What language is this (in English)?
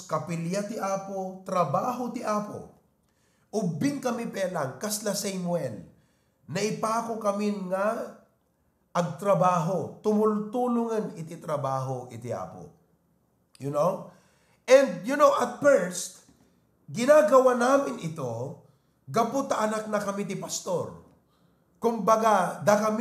Iloko